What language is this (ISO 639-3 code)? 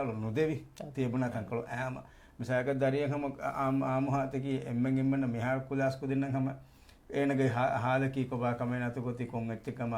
div